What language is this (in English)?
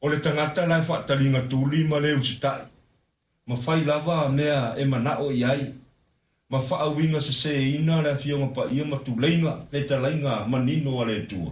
Samoan